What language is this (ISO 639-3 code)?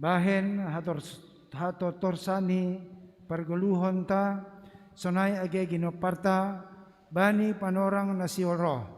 bts